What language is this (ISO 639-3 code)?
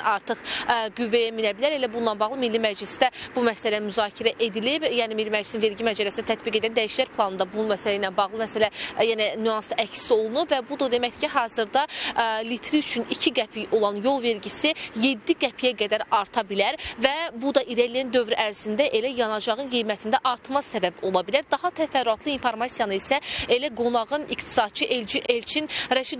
aze